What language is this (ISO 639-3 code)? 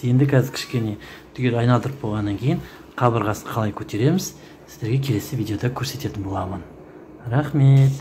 kaz